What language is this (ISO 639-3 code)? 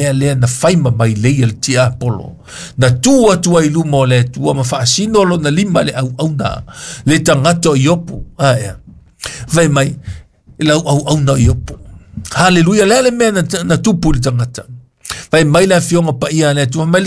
smo